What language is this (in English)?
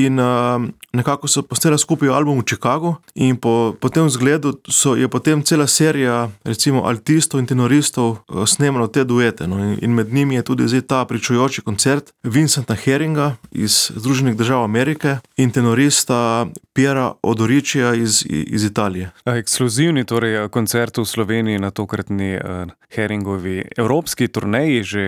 Slovenian